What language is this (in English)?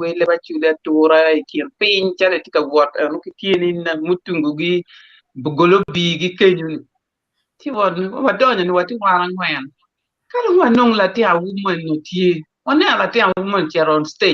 Acoli